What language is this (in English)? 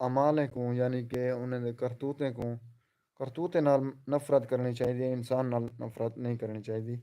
Saraiki